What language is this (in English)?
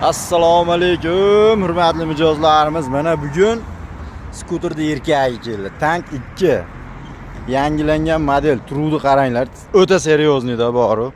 Uzbek